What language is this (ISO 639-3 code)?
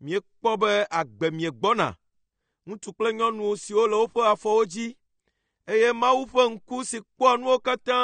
ewe